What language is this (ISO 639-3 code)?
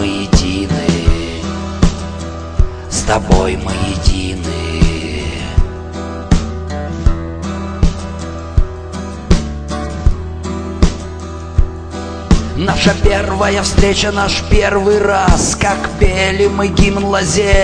rus